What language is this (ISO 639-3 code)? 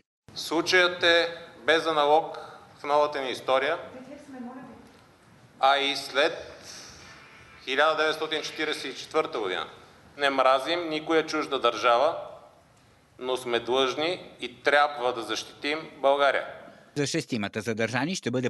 bul